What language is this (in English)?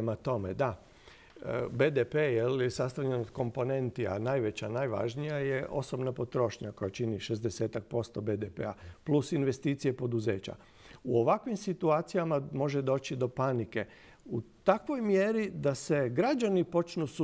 Croatian